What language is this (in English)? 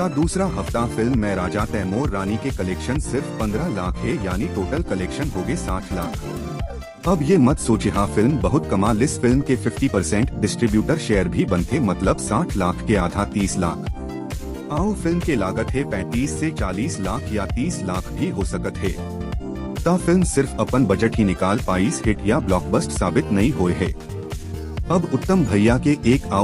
Chhattisgarhi